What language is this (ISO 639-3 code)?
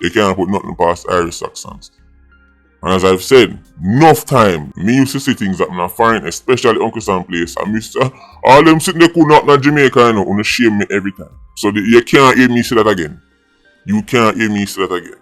jam